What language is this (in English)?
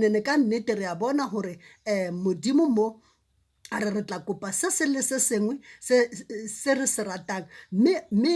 Southern Sotho